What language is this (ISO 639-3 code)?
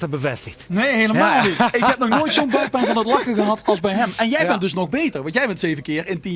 lim